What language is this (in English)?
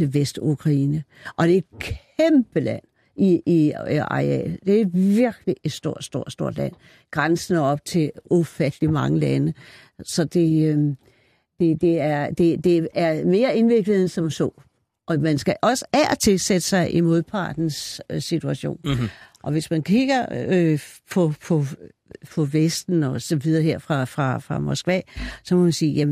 Danish